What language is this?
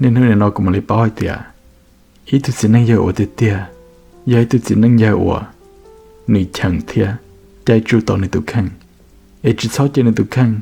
Hmong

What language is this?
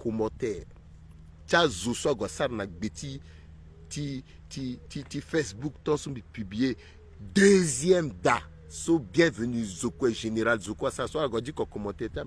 Sango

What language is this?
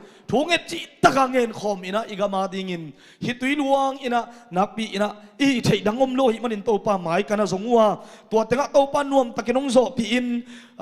Tedim Chin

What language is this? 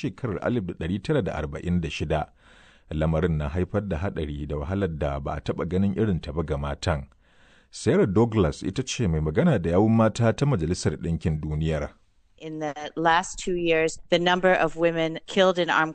Hausa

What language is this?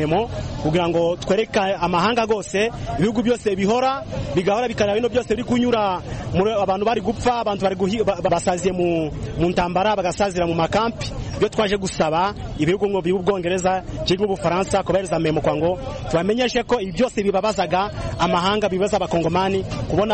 Kinyarwanda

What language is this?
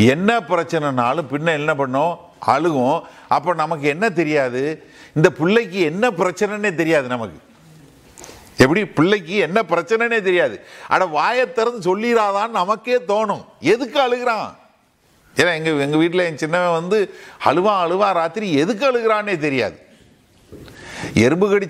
Tamil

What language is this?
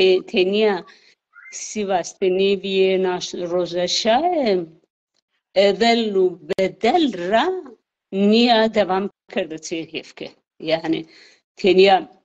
Zaza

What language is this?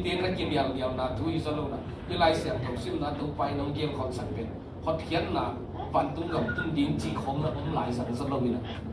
Tedim Chin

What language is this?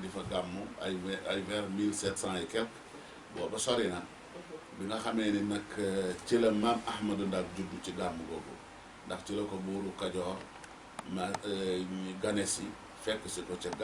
Wolof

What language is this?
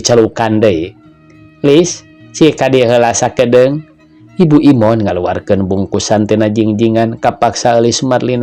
Sundanese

